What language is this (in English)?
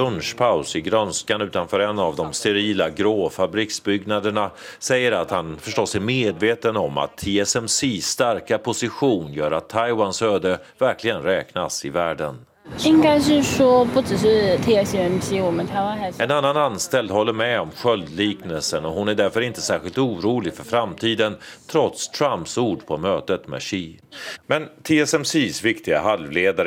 Swedish